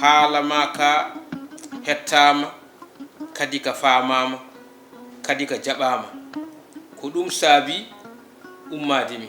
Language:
Fula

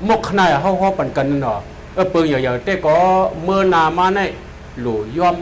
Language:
Shan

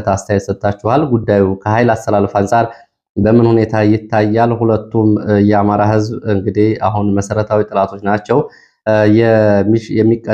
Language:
Amharic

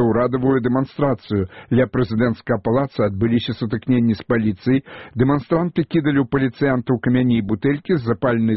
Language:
Belarusian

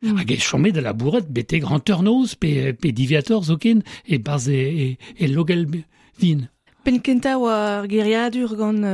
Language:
Breton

